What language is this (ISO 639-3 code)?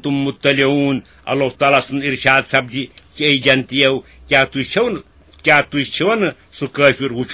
kas